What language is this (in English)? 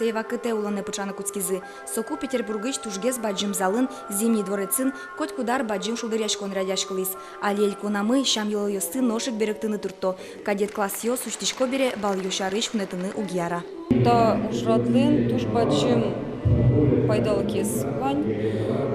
Udmurt